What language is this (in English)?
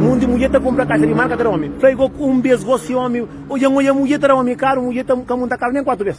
Kabuverdianu